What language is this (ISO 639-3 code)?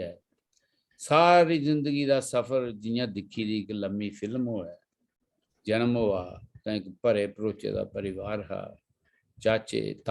doi